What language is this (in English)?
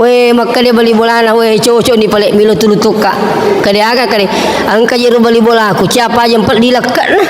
Buginese